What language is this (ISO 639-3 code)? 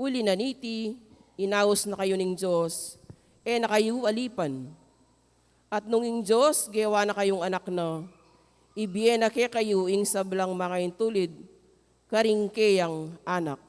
pam